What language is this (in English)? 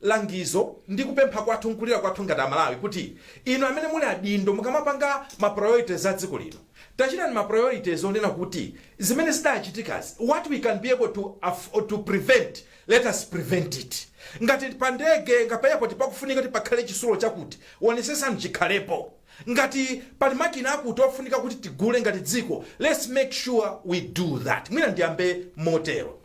Nyanja